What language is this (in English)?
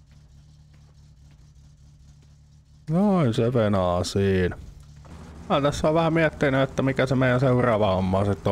Finnish